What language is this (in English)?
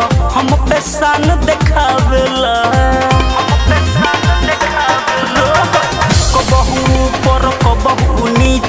Bhojpuri